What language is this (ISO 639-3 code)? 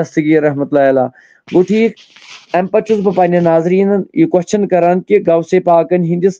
kas